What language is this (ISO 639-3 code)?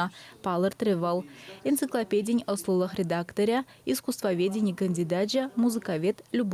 chv